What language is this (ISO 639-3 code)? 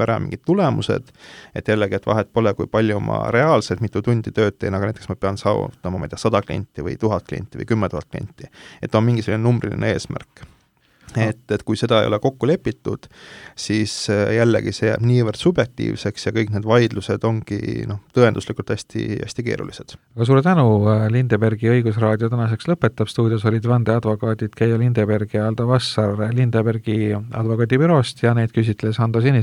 est